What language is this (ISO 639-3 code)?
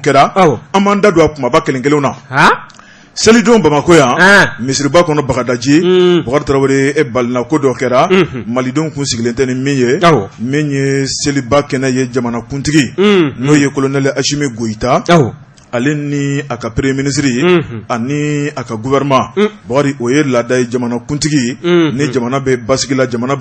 bam